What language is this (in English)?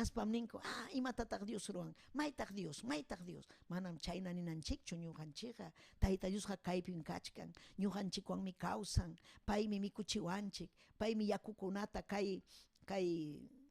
Ayacucho Quechua